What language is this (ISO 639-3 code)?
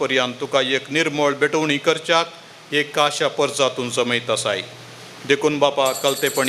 kok